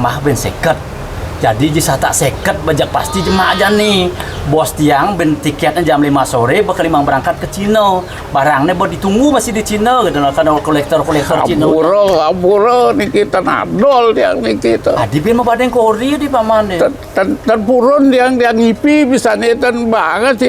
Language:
Balinese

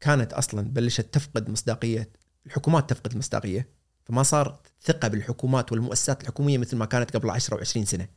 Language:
Gulf Arabic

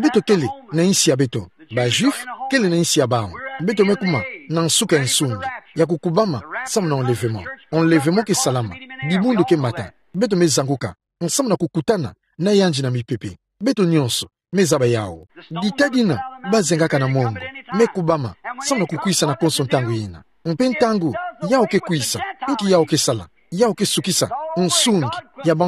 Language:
Kituba (Democratic Republic of Congo)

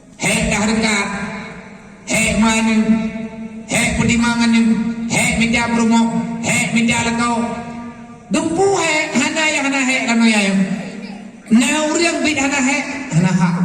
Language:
Achinese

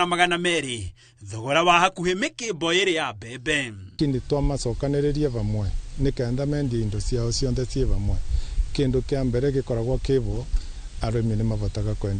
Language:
Kikuyu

